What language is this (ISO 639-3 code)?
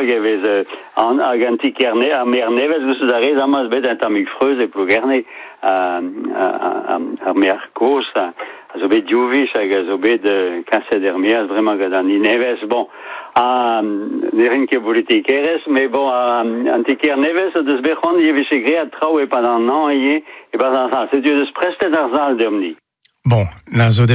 bre